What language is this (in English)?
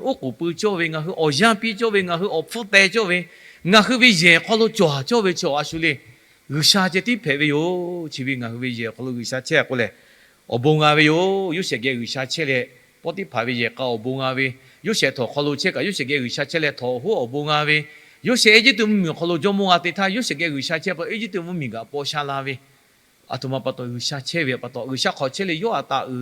Lahu